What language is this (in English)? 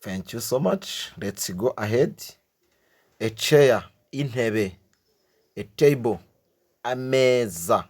Kinyarwanda